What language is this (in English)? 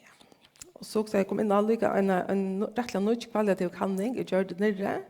Faroese